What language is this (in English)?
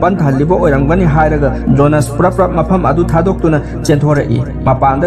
Manipuri